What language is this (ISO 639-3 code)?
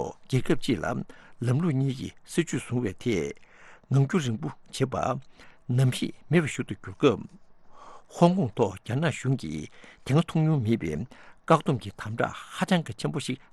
bod